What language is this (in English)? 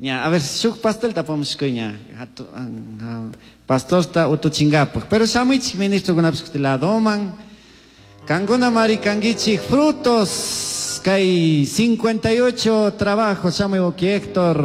Chimborazo Highland Quichua